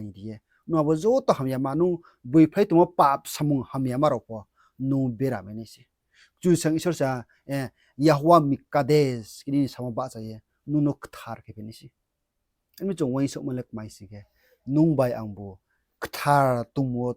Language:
Riang (India)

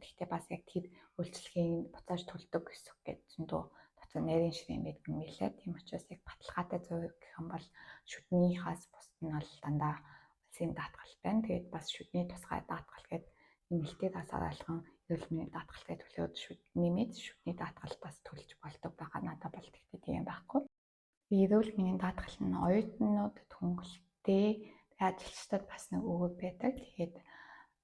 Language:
Mongolian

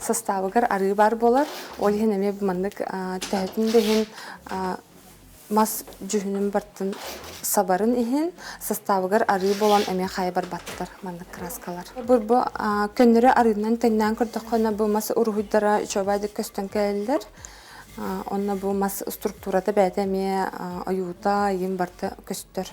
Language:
Yakut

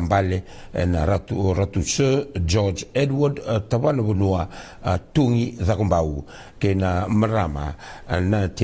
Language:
Fijian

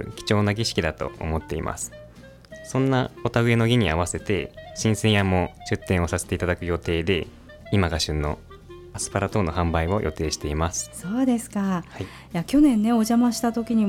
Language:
Japanese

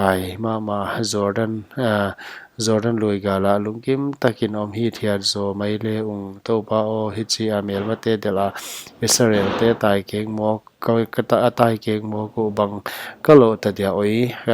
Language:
Paite Chin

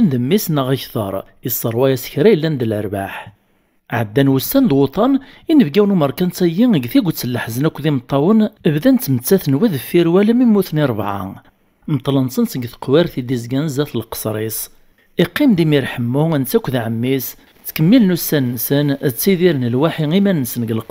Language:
Kabyle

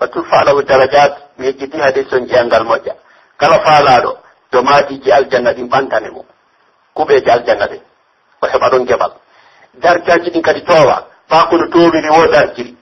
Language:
Pular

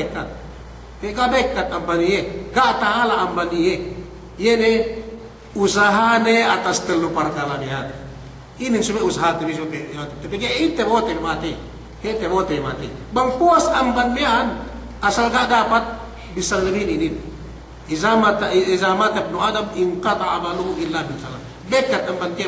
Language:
Yakan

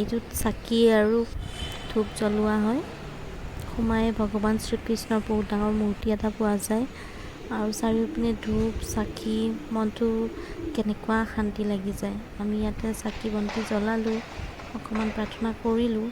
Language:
Assamese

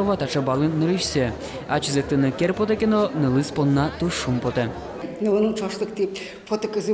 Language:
Udmurt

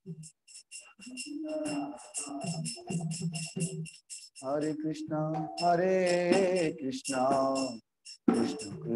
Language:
Odia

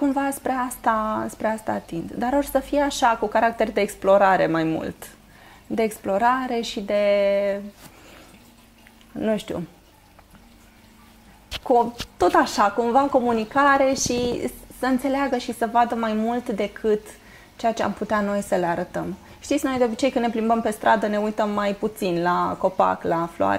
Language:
Romanian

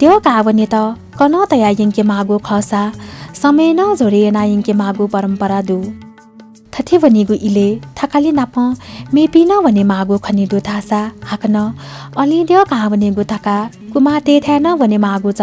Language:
Newari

